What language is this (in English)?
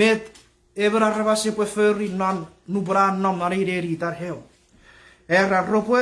Chuukese